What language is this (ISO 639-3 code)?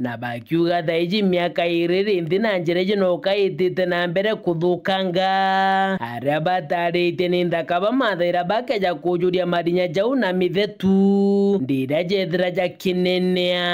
mer